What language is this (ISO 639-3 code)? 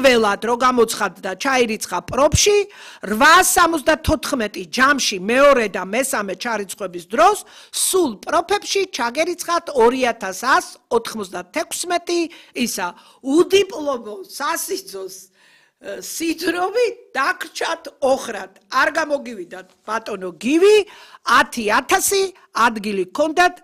kat